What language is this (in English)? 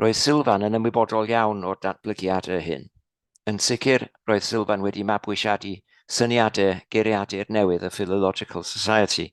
Welsh